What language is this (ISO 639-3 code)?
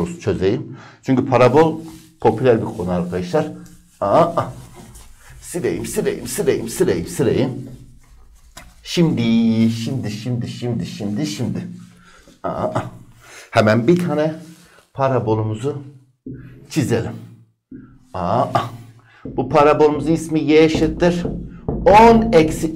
tur